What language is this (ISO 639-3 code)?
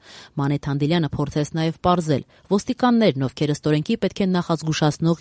hye